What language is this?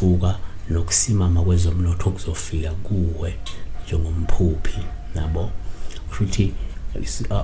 Zulu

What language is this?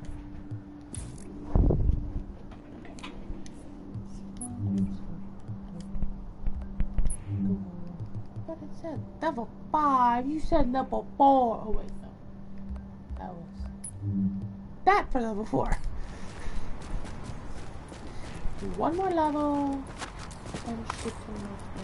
English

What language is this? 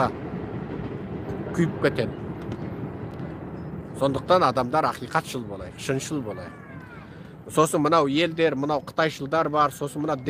Kazakh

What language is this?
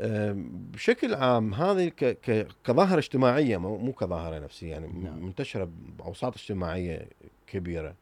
Mesopotamian Arabic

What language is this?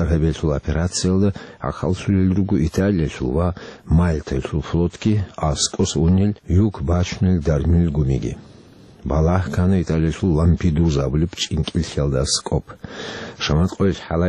Avaric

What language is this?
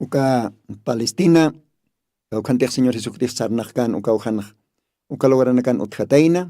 Aymara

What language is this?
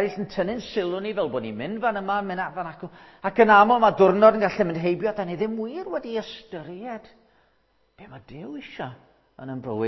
Welsh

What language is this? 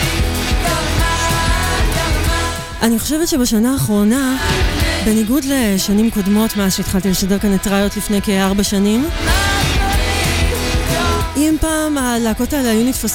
Hebrew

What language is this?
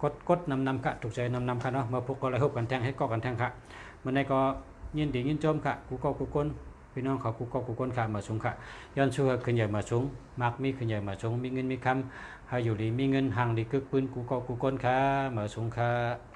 Shan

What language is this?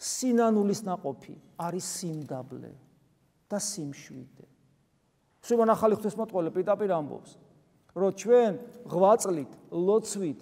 Georgian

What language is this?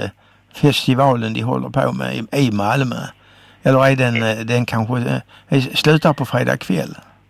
Swedish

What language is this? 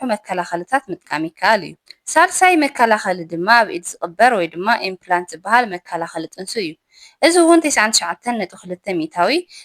Tigrinya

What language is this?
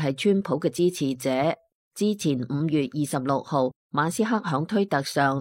Cantonese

